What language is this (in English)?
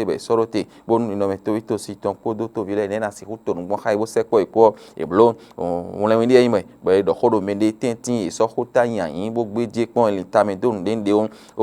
Fon